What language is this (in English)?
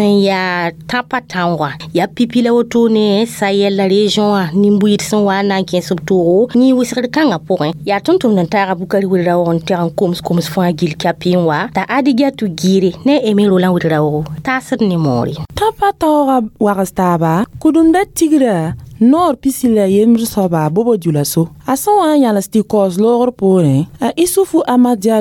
Mossi